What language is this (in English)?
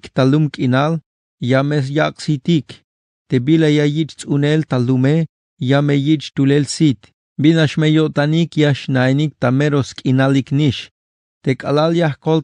Tzeltal